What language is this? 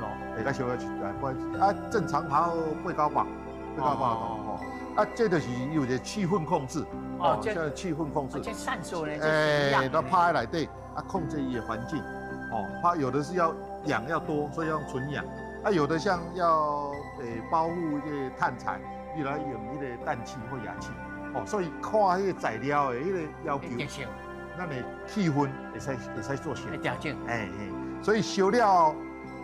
Min Nan Chinese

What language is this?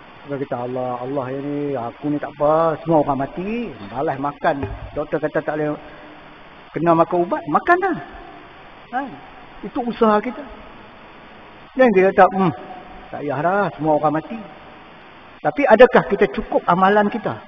Malay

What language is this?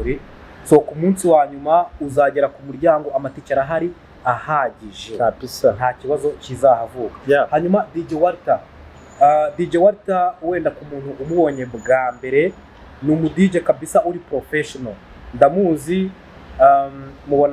Kinyarwanda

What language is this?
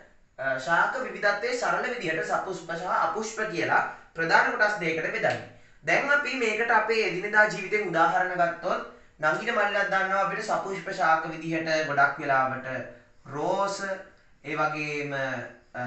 Sinhala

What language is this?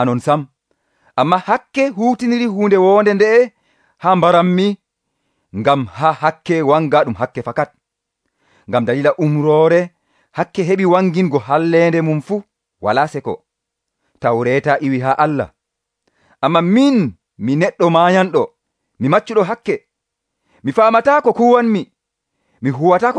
Nigerian Fulfulde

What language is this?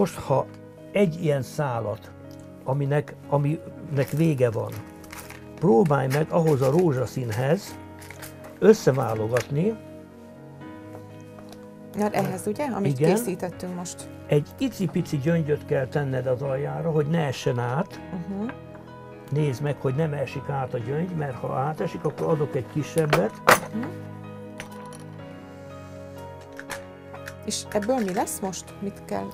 Hungarian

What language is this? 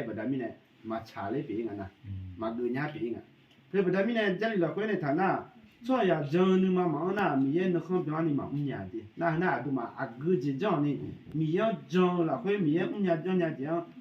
Akha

